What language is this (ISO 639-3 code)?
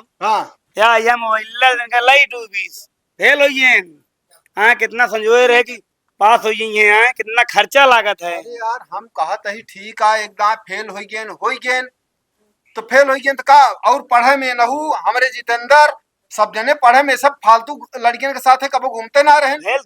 awa